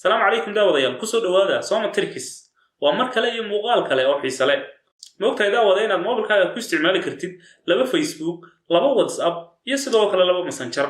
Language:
Somali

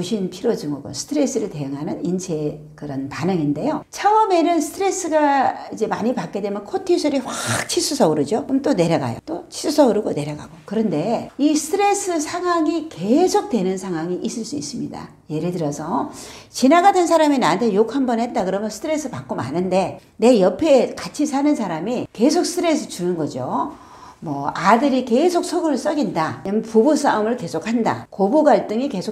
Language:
Korean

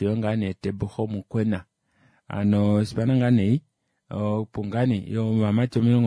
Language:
Kuanyama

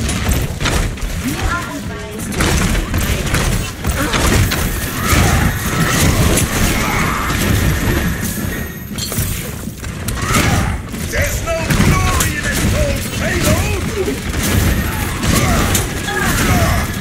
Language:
English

